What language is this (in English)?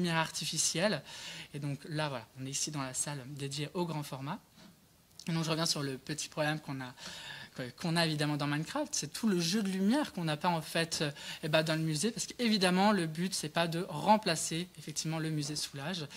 French